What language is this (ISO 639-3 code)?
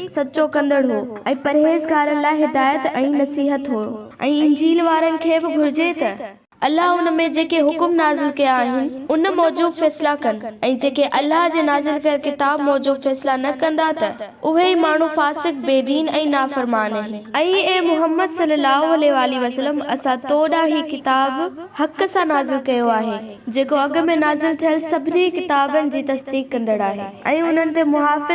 snd